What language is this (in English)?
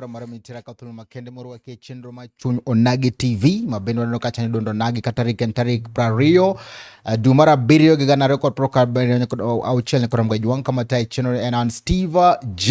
Luo (Kenya and Tanzania)